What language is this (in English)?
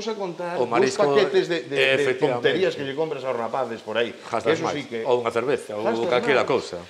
Galician